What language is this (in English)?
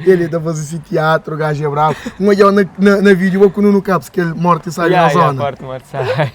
Kabuverdianu